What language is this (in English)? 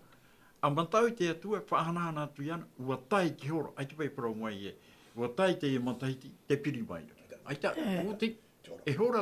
Tahitian